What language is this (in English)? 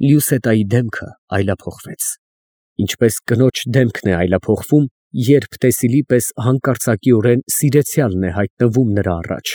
Armenian